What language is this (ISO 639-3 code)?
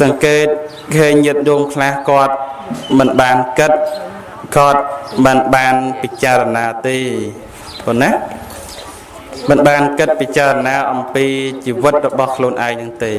khm